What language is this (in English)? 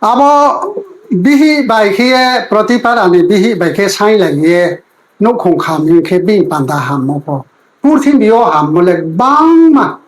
Riang (India)